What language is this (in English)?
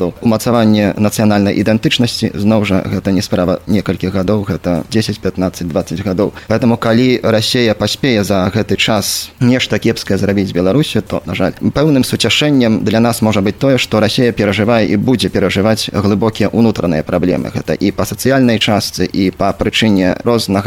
Belarusian